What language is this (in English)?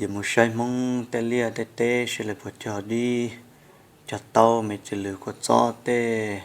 Hmong